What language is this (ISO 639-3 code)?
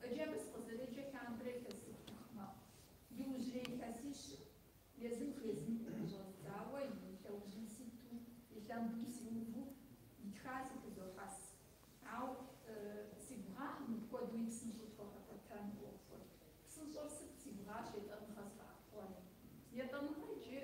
kbd